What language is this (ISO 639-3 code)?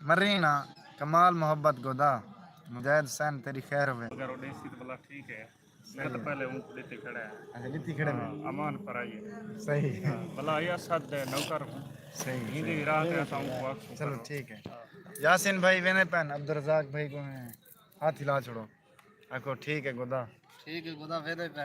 skr